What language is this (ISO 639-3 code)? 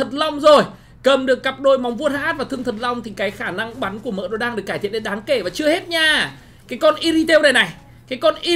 vie